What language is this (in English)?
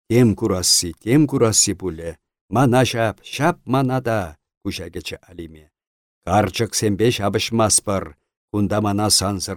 Chuvash